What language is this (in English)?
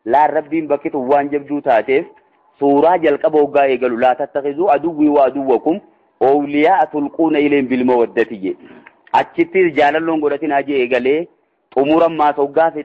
Oromo